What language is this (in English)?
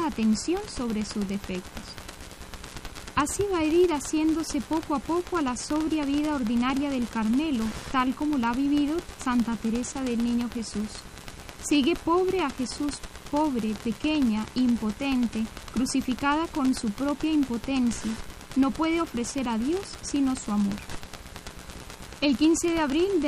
Spanish